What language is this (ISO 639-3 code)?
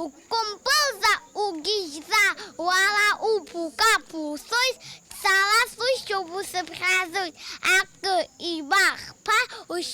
abk